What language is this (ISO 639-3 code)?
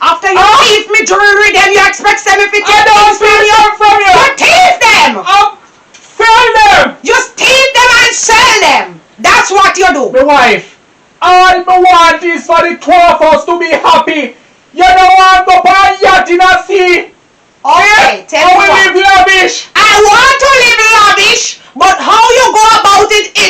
jam